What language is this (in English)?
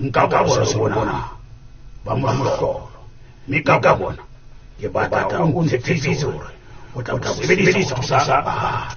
Southern Sotho